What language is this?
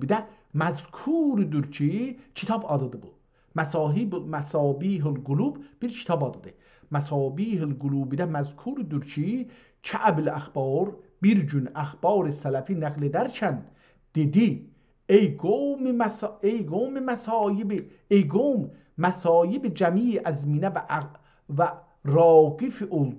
South Azerbaijani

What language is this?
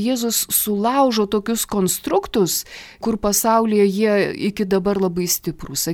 Lithuanian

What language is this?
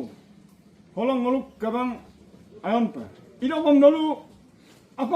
Adi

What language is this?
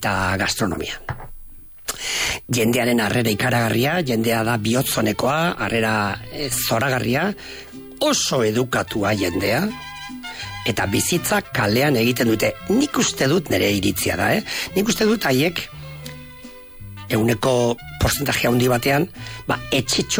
Basque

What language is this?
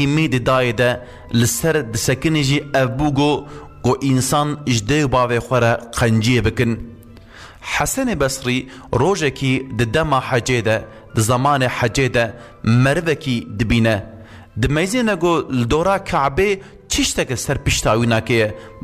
Kurdish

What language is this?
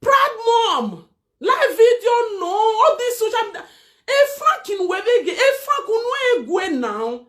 Nigerian Pidgin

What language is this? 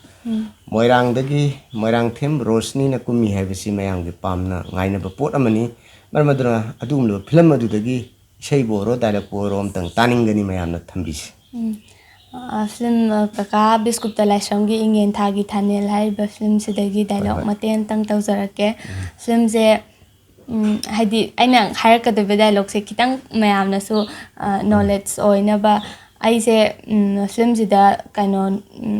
Manipuri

